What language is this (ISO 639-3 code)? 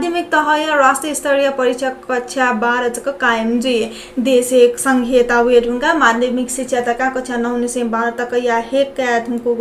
new